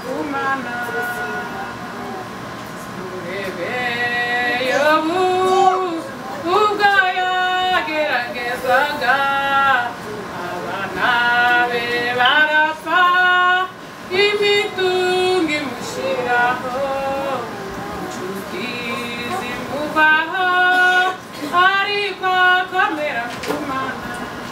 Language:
Kinyarwanda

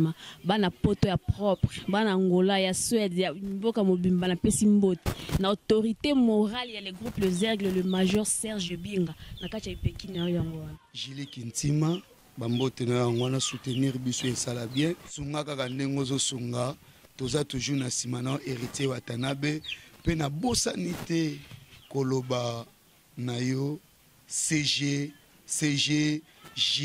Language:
Lingala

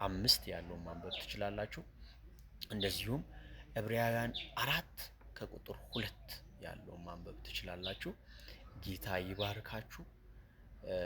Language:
Amharic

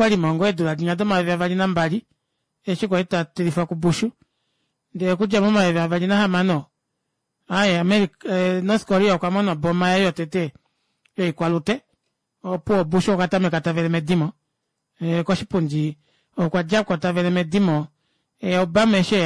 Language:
Kuanyama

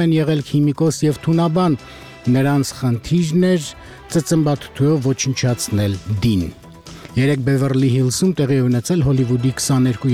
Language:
Armenian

